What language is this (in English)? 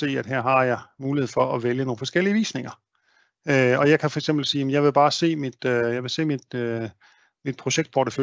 Danish